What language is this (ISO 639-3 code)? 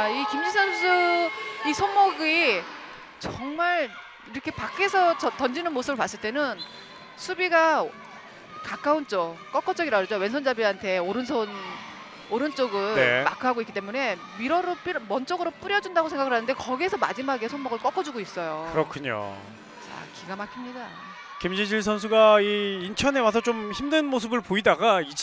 kor